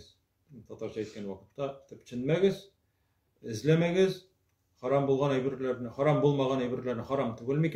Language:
Tatar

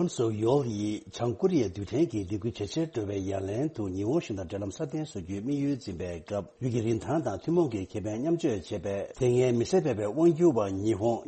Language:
Tibetan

